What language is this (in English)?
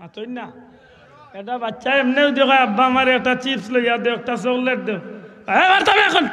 Sylheti